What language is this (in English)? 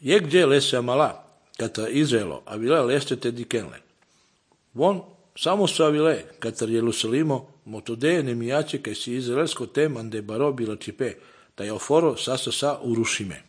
Serbian